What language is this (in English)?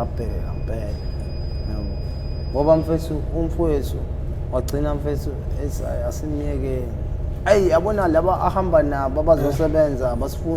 Zulu